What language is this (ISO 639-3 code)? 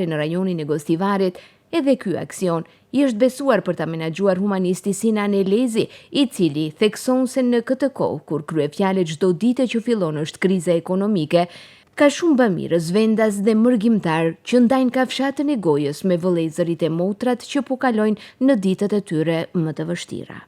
sqi